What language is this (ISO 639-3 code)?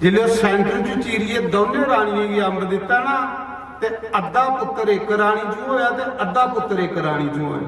doi